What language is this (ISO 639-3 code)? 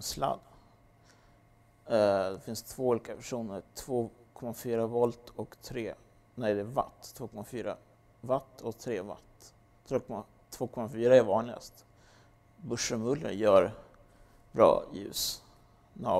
swe